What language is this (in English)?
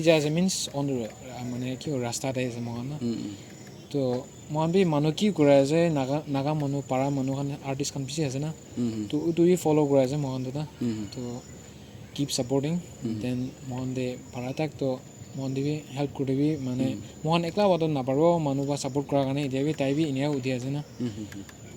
Naga Pidgin